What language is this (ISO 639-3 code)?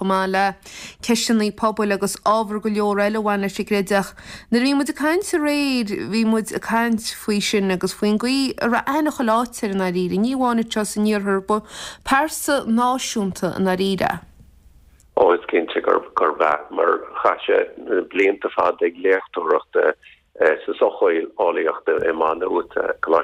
gle